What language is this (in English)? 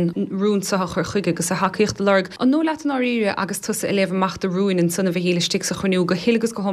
Irish